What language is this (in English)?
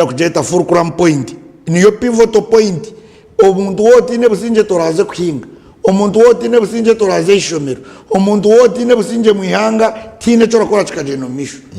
Nyankole